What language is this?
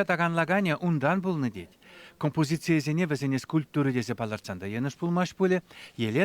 Chuvash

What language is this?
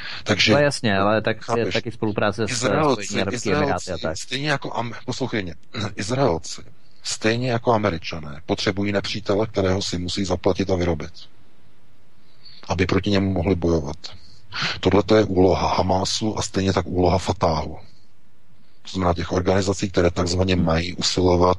Czech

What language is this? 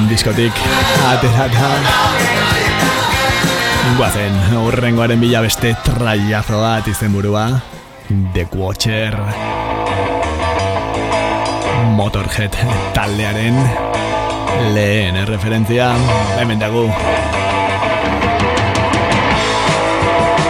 Basque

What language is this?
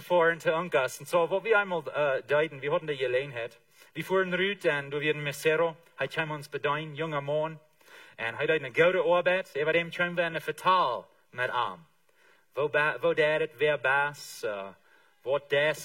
Plautdietsch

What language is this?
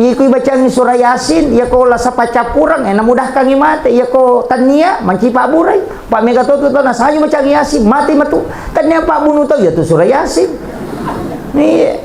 Buginese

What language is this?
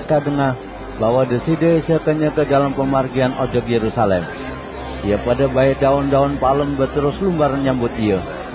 Sasak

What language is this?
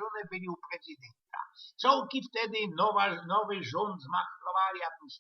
Silesian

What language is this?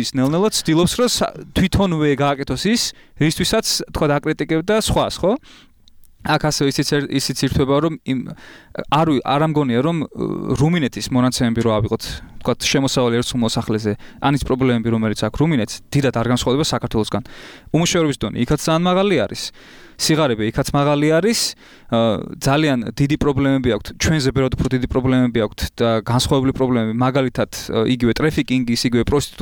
Georgian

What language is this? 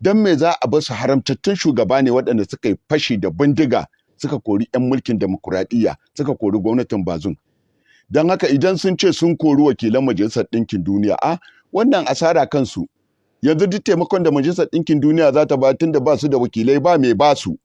Hausa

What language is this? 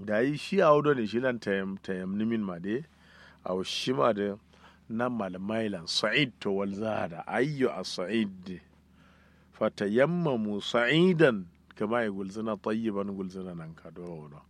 Kanuri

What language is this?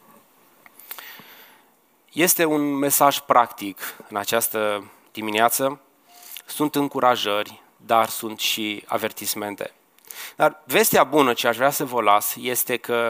Romanian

